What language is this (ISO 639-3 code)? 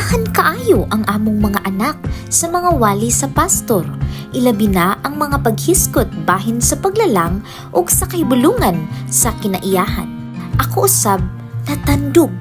ceb